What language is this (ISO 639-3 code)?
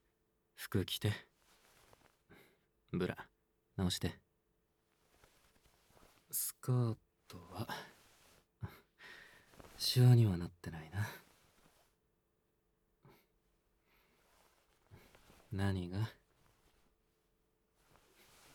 jpn